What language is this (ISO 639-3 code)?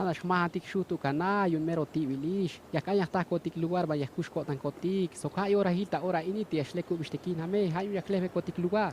tzh